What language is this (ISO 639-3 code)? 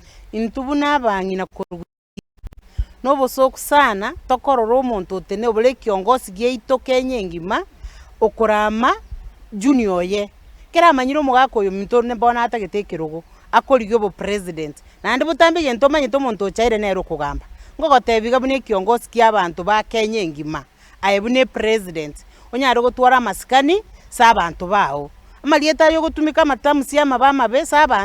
guz